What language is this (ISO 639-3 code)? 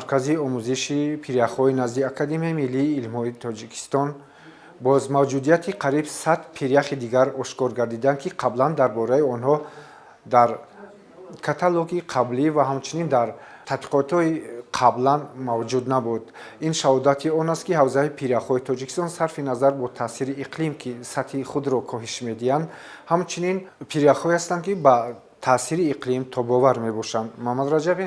tgk